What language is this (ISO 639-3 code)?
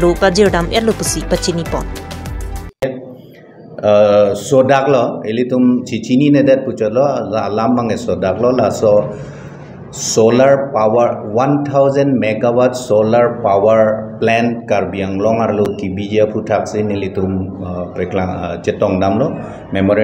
mjw